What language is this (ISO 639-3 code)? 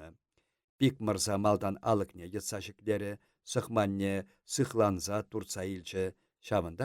chv